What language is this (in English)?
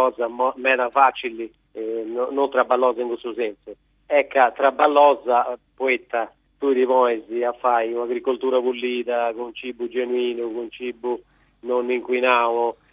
Sardinian